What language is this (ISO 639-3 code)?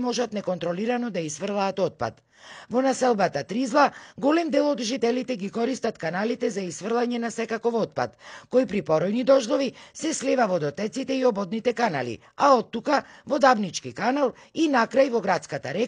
mkd